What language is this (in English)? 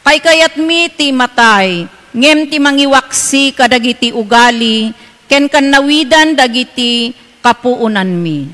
Iloko